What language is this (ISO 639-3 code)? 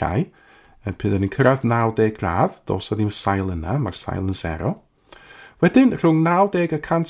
cym